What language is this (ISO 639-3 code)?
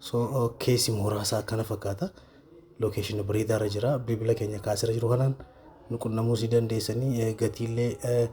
orm